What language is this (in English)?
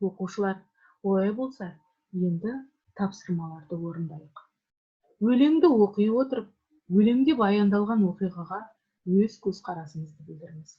Kazakh